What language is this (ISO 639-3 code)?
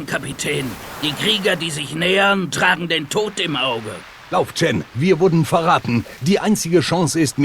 bar